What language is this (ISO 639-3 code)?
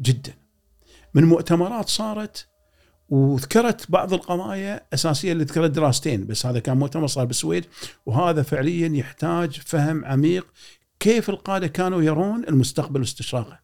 afb